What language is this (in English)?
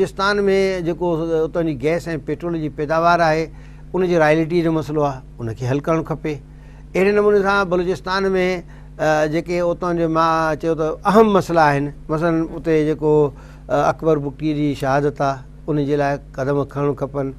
Sindhi